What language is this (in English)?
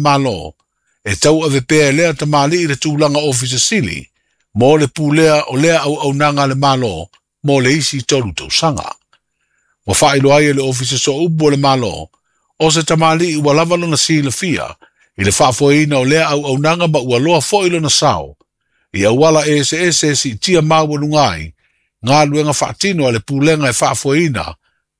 Samoan